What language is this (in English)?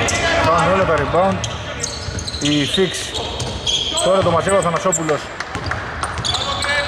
Greek